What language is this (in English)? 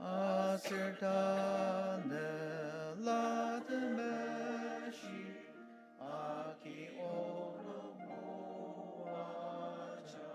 Ao Naga